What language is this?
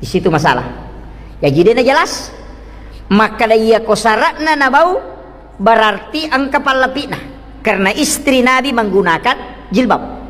Buginese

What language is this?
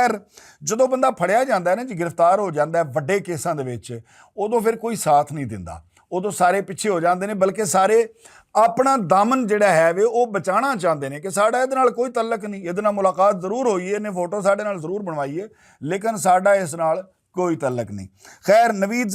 Western Panjabi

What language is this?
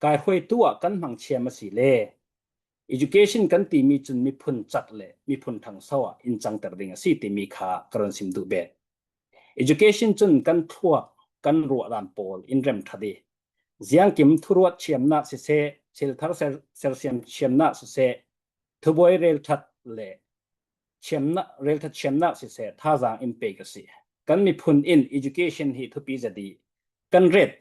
Falam Chin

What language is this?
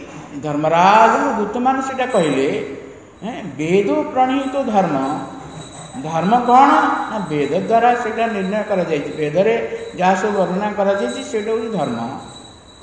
Odia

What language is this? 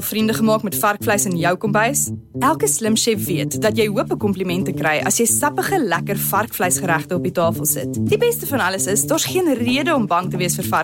Afrikaans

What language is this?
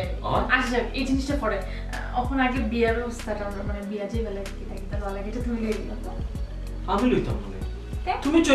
Sylheti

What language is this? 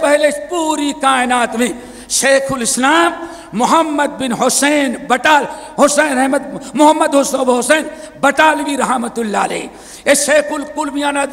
Urdu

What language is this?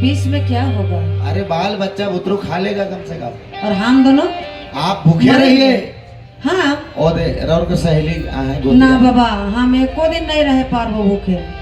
Sadri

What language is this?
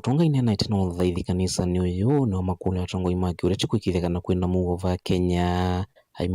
Kamba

